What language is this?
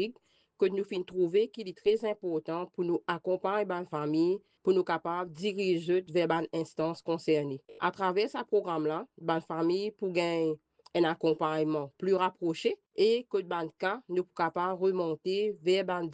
Morisyen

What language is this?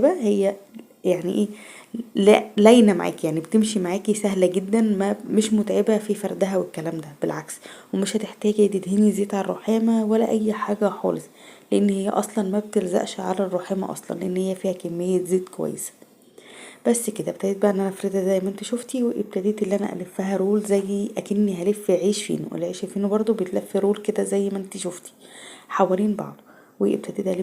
Egyptian Arabic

